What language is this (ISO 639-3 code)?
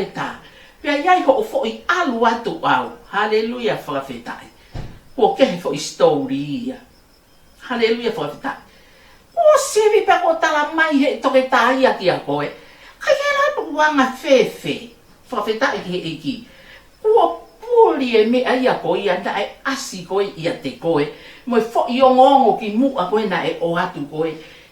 ton